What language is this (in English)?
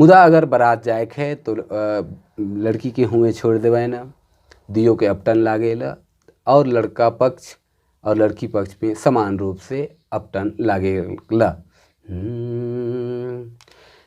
Sadri